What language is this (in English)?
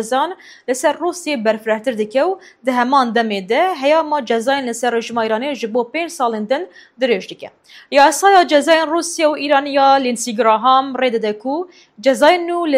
Kurdish